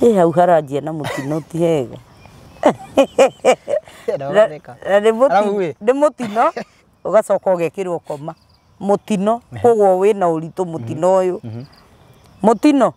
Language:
Kikuyu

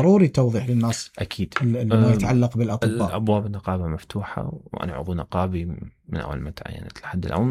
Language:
Mesopotamian Arabic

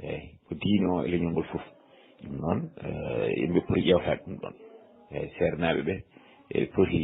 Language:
Fula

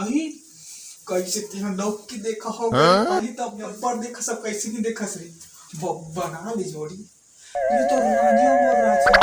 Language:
Chhattisgarhi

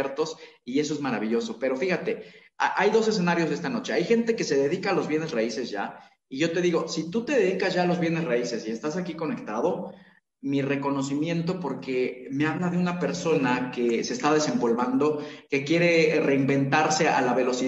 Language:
Spanish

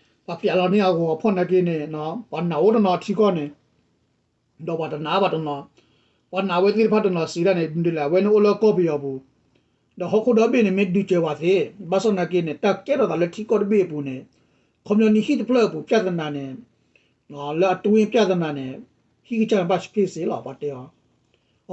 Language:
S'gaw Karen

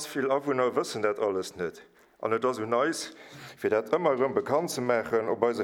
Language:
Luxembourgish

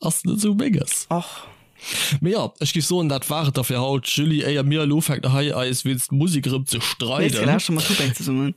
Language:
Luxembourgish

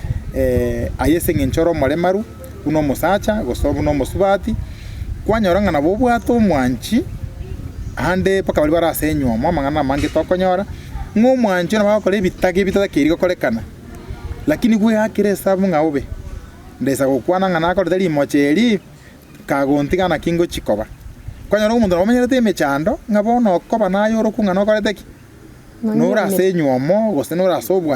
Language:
Gusii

